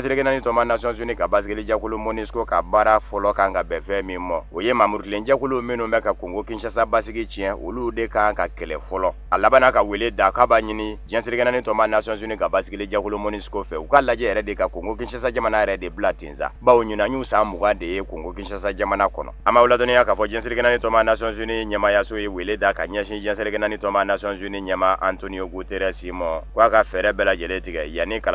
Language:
Bambara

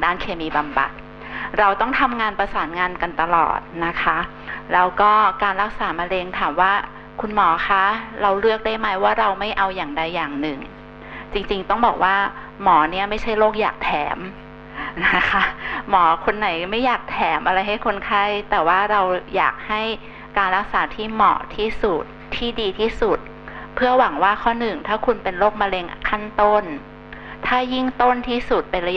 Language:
Thai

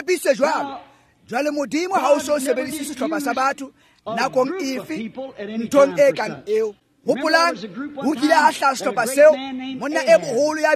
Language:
Tswana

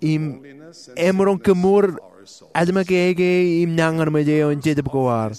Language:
Marshallese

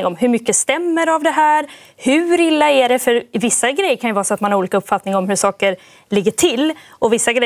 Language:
Swedish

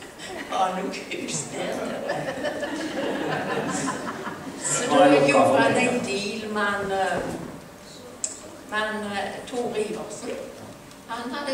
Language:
Norwegian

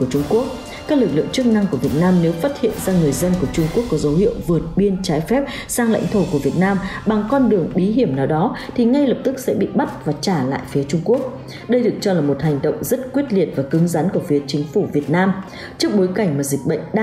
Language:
Vietnamese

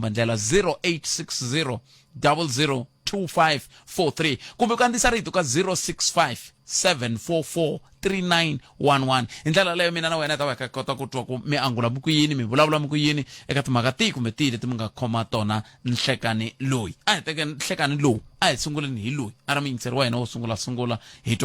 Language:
Tsonga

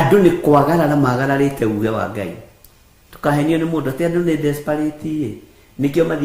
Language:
Kikuyu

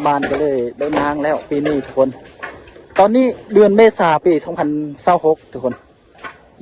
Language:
Lao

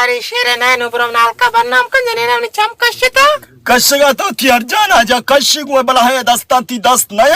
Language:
Baluchi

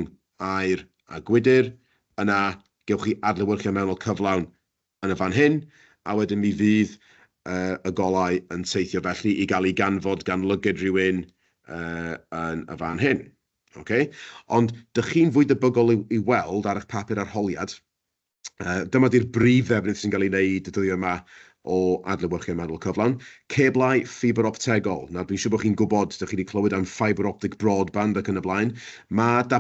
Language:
Welsh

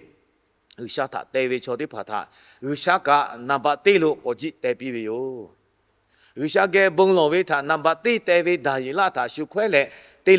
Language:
Lahu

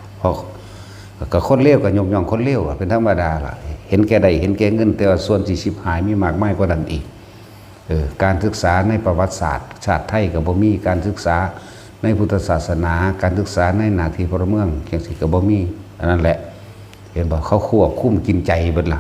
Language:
Northeastern Thai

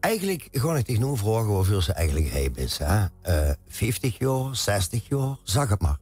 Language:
Limburgish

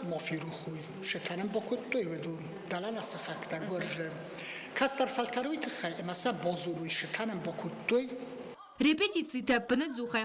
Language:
Ossetic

